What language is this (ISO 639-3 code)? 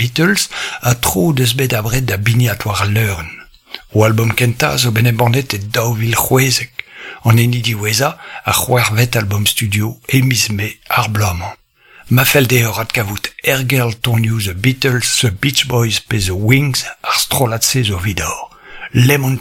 bre